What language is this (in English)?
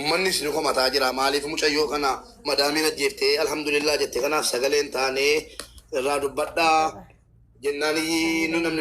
Oromo